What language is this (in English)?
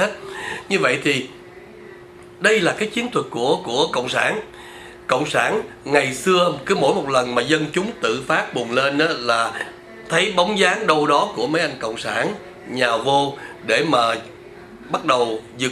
Vietnamese